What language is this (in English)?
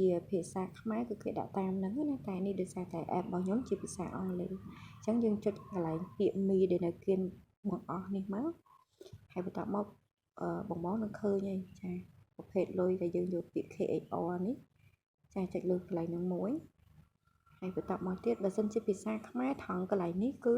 Khmer